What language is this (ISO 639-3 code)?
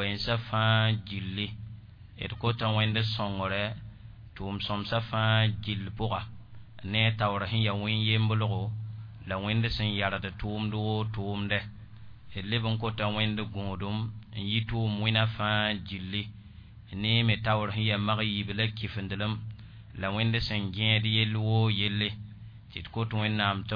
mos